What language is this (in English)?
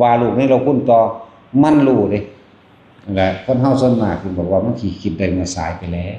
Northeastern Thai